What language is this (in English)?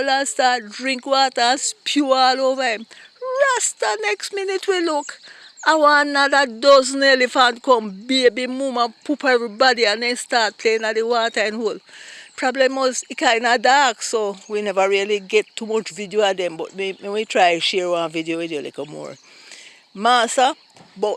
Jamaican Creole English